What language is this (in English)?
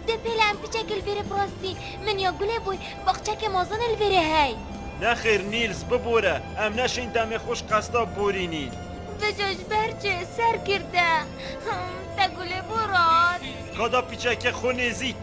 Kurdish